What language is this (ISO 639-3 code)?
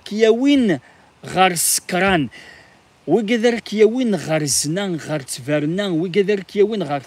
kab